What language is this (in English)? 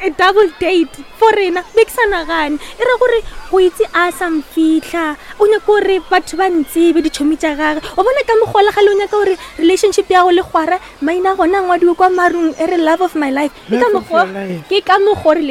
Northern Sotho